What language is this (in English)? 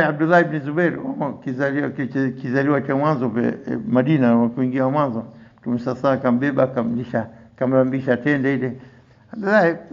Swahili